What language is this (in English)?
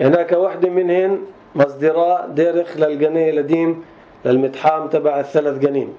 North Levantine Arabic